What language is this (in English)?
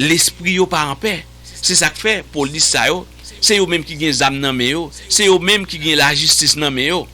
Haitian Creole